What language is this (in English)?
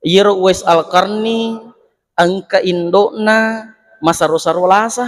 Buginese